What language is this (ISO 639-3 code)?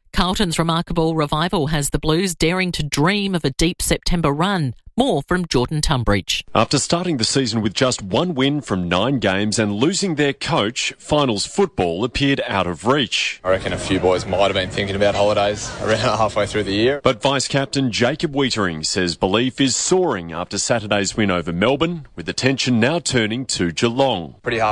eng